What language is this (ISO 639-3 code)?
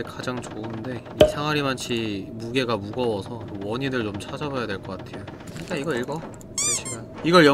kor